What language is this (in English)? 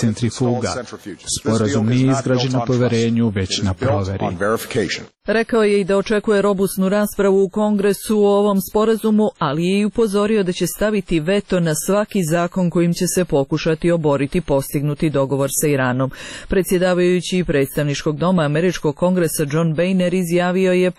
Serbian